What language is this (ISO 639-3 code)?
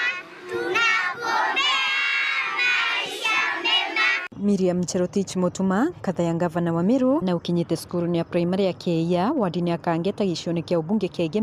mer